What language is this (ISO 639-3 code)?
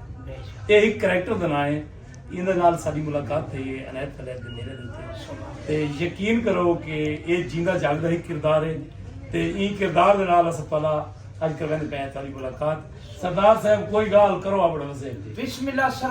skr